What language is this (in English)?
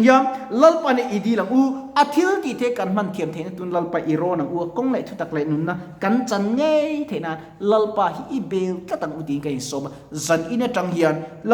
Mizo